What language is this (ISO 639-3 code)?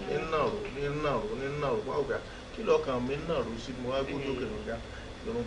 yor